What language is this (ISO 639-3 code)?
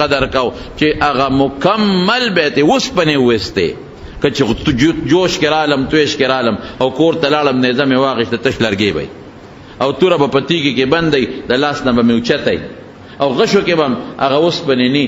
pus